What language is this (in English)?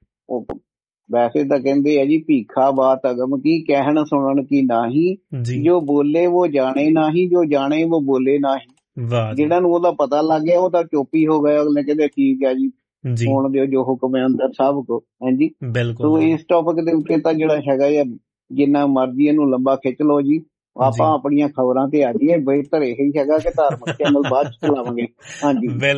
Punjabi